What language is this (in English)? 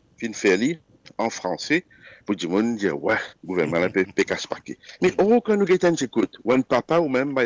Morisyen